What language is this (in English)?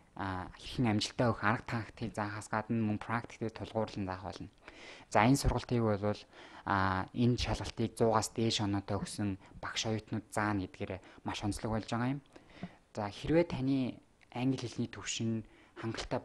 Mongolian